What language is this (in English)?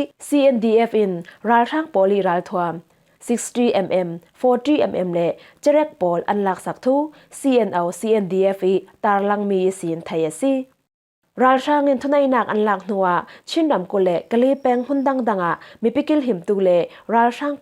Falam Chin